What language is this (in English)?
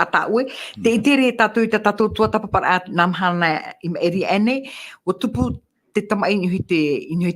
Tahitian